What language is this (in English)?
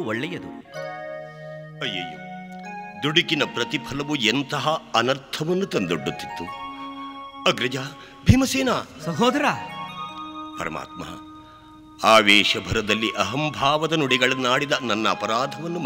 Kannada